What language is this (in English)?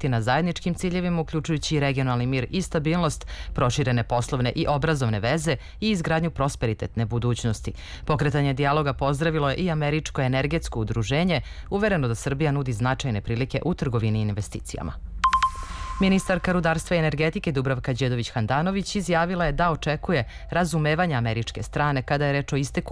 Serbian